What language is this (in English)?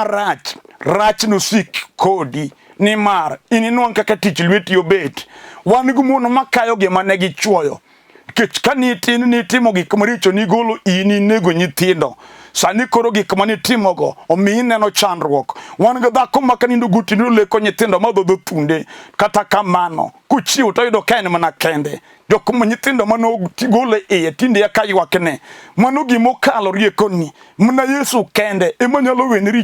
Luo (Kenya and Tanzania)